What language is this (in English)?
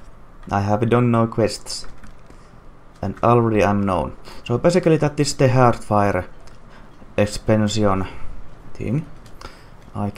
English